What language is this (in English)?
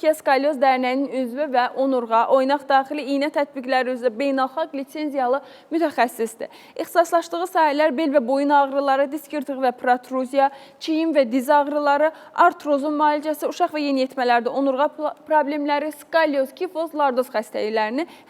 Azerbaijani